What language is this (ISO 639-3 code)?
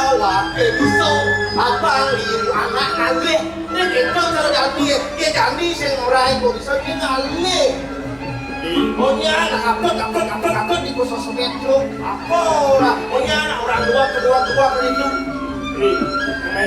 ban